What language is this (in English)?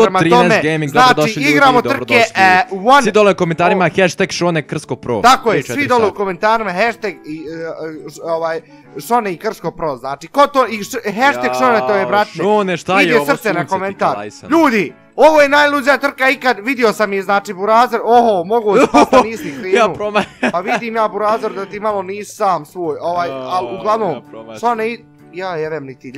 Bosnian